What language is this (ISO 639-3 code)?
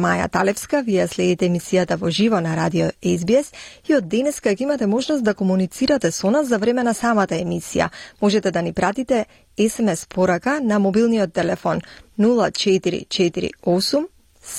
mkd